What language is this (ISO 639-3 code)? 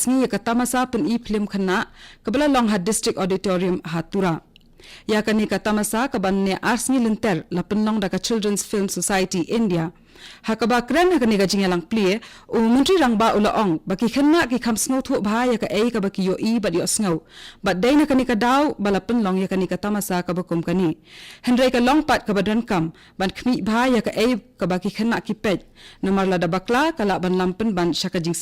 kha